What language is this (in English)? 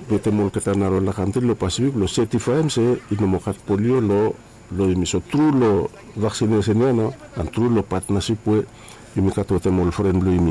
Bislama